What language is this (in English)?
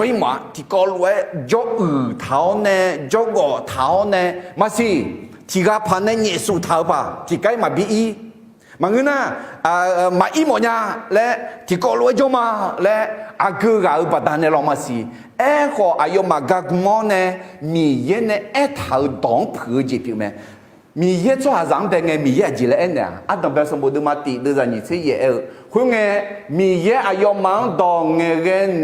Akha